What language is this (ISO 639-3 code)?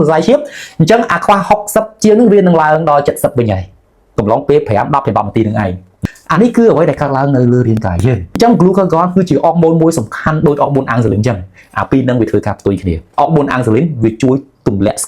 khm